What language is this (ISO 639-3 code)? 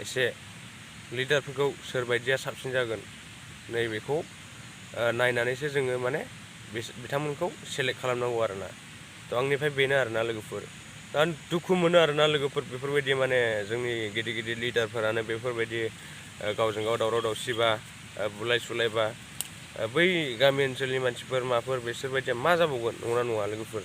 brx